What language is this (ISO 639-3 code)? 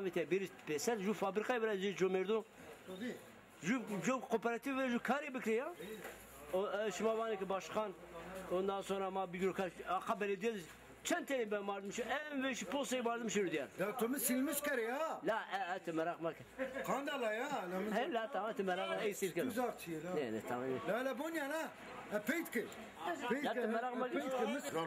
zza